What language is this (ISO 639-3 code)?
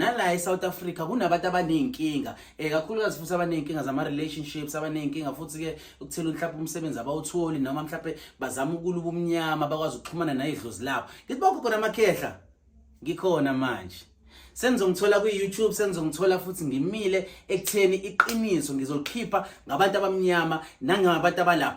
zul